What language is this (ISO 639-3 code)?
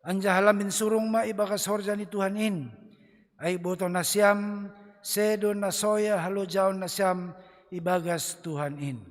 bts